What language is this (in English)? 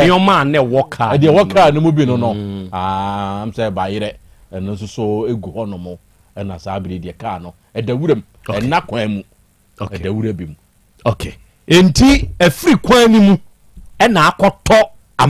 Akan